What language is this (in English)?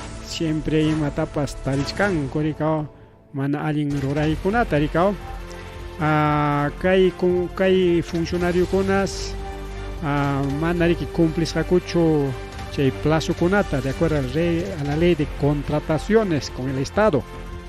Ayacucho Quechua